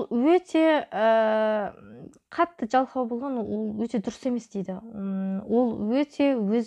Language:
Kazakh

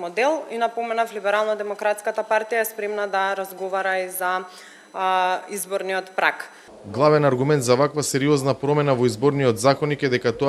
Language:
Macedonian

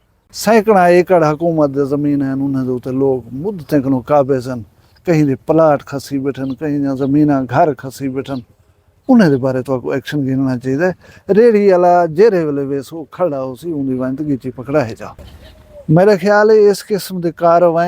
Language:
Saraiki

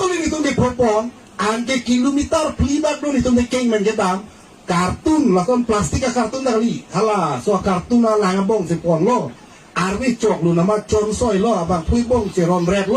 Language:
Karbi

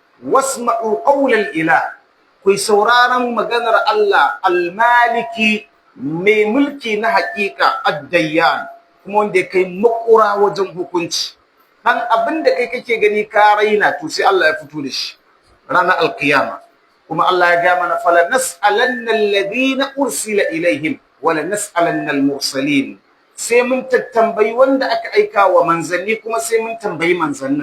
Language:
Hausa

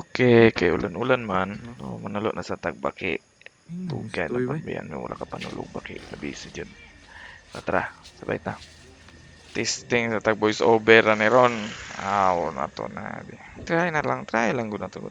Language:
Cebuano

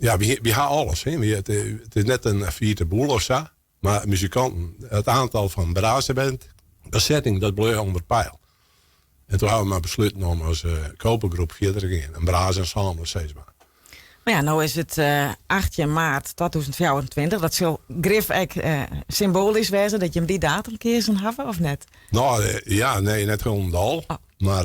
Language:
Western Frisian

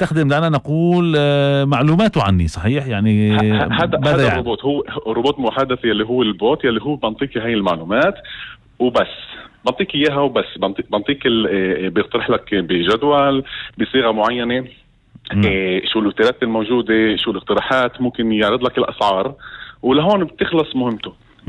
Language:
North Levantine Arabic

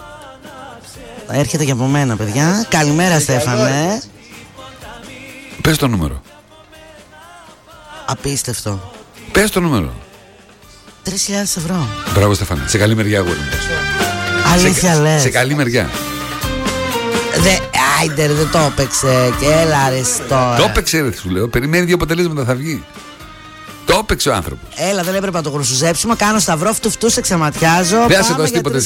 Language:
Greek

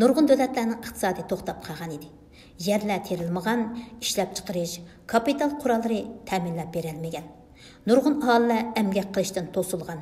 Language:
Uyghur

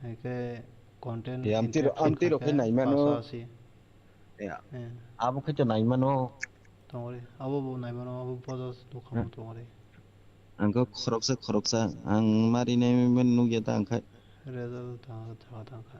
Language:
Kok Borok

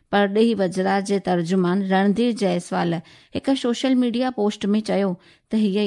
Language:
Sindhi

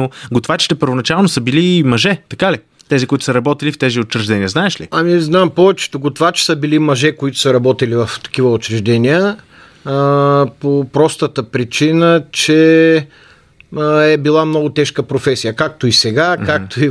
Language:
Bulgarian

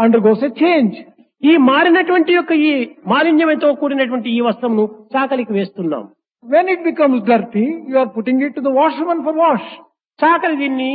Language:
Telugu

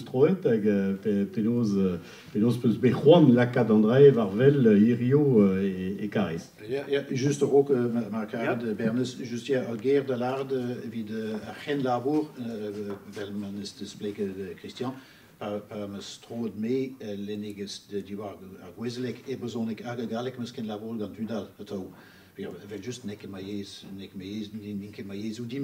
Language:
Breton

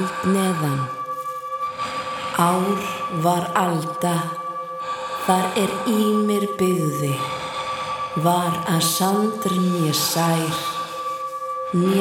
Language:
Icelandic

